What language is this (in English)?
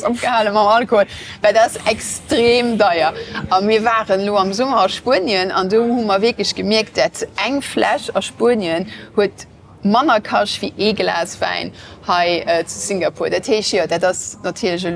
Luxembourgish